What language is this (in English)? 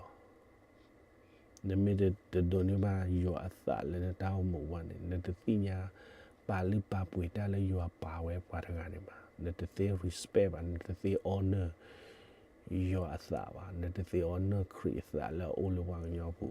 S'gaw Karen